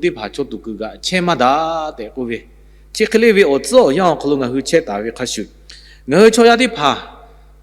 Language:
Lahu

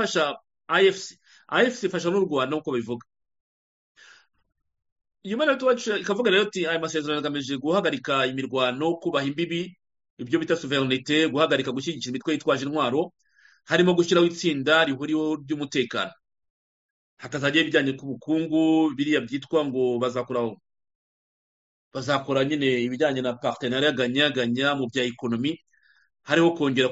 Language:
Kinyarwanda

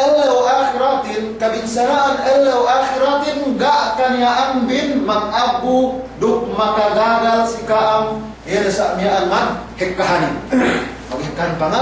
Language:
Yakan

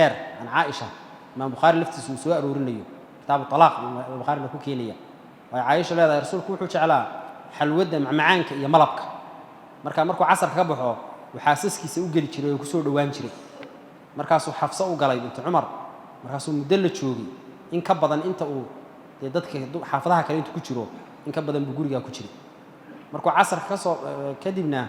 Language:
Somali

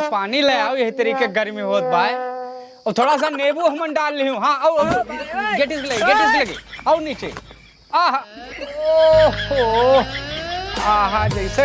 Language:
Awadhi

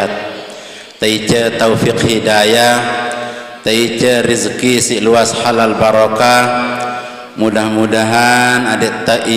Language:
Sasak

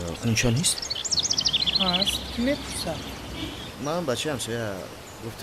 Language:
Tajik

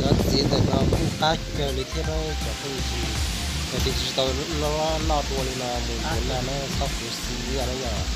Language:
Hmong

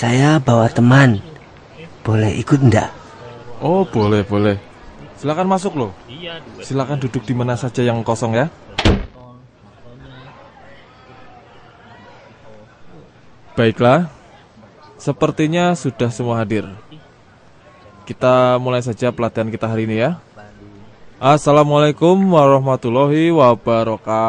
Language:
Indonesian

